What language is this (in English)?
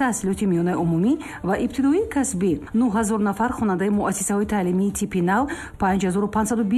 Tajik